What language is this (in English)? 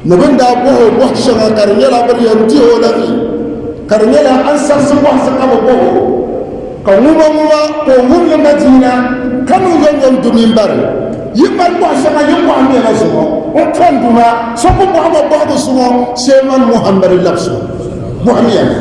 Dagbani